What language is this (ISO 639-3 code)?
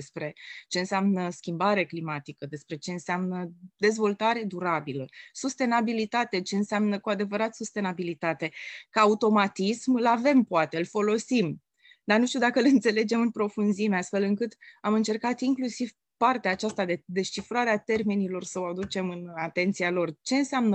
ron